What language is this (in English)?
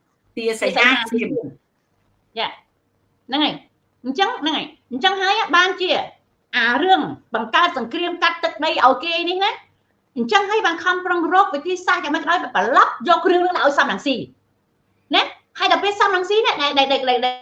Khmer